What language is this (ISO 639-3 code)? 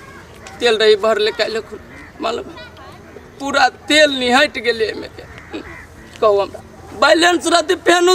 mai